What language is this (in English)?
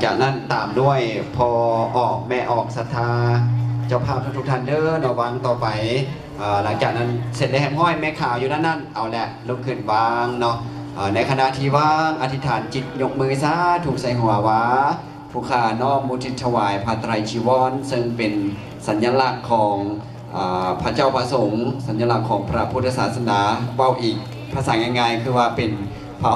Lao